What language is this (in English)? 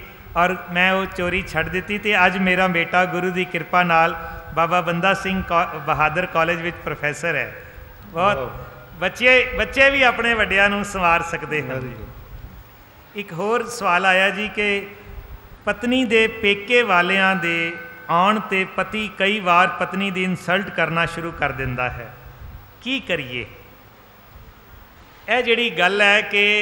Punjabi